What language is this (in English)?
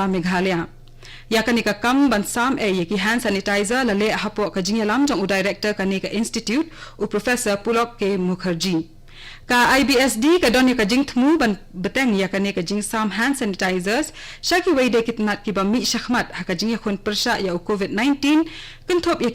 Khasi